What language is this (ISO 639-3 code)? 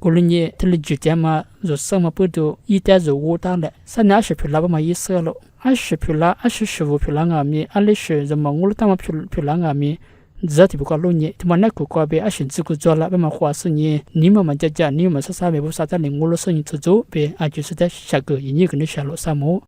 lis